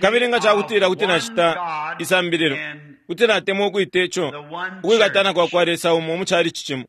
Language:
Bemba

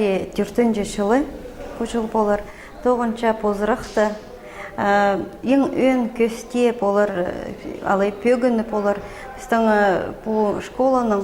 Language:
Khakas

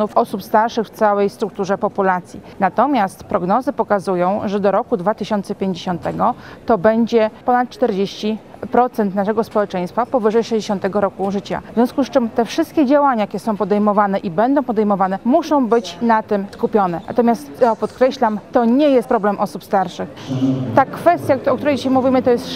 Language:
Polish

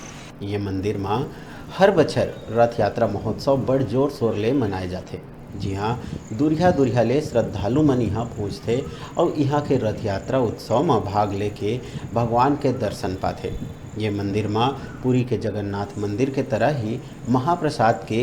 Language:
Chhattisgarhi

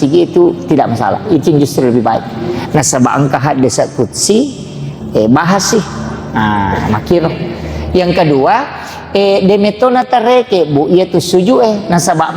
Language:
Buginese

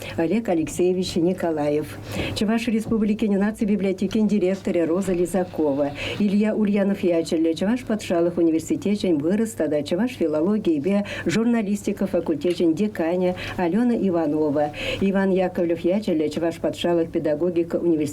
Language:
Chuvash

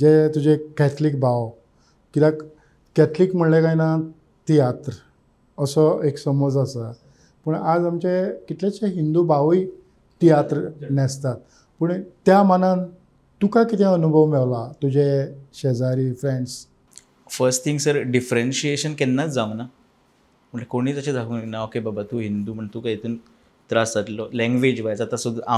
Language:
Konkani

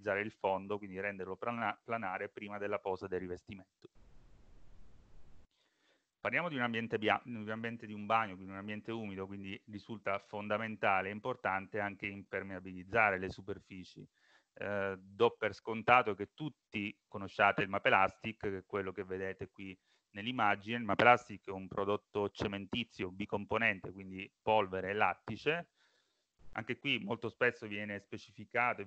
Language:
Italian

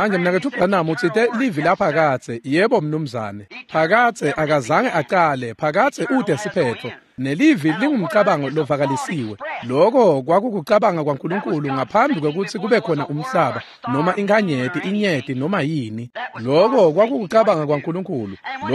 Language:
Swati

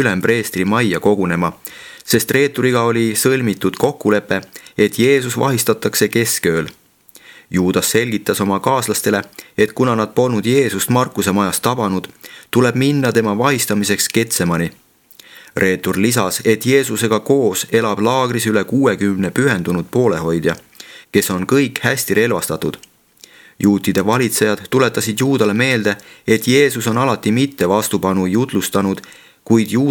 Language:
Estonian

